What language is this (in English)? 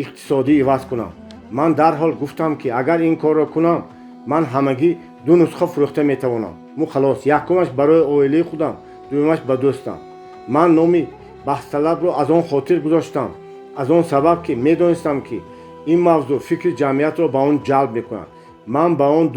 Tajik